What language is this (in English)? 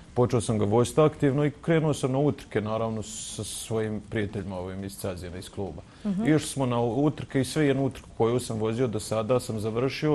Bosnian